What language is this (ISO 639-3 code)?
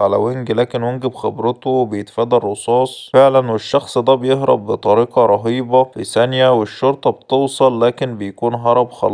arz